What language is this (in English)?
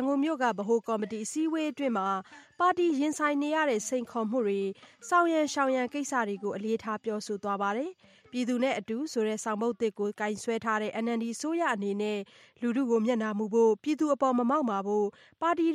Burmese